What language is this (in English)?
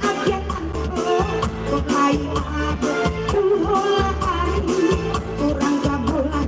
Minangkabau